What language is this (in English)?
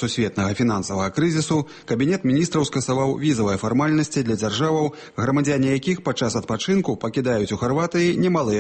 Belarusian